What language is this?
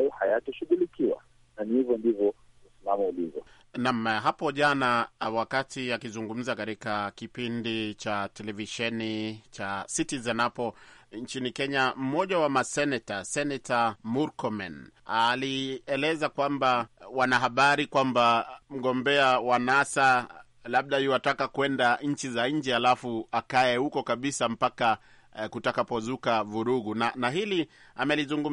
Swahili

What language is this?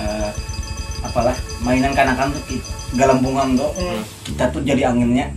Banjar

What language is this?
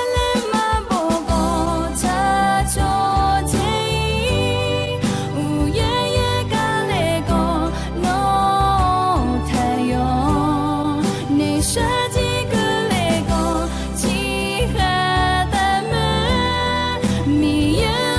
Akha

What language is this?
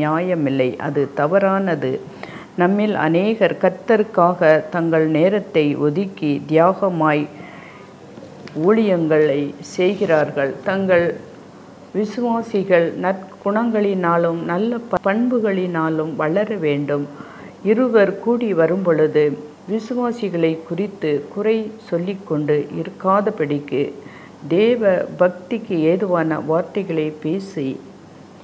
Tamil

